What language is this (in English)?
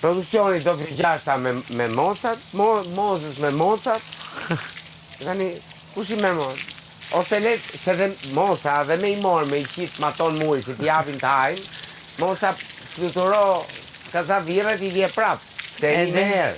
Albanian